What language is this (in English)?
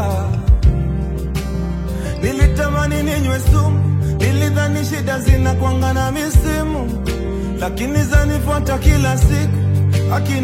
Swahili